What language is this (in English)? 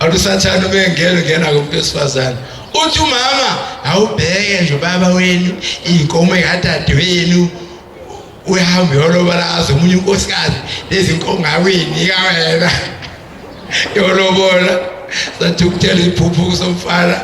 Zulu